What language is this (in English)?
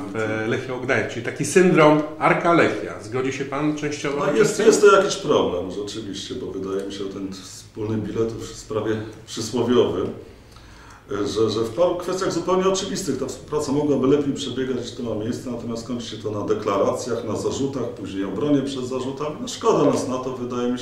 Polish